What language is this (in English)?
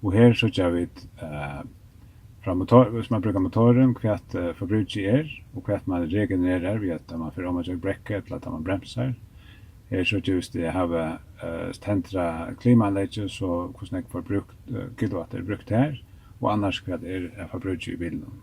Faroese